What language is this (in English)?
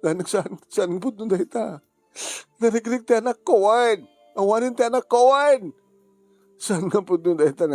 Iloko